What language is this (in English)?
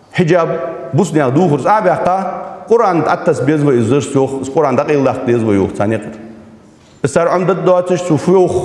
Ingush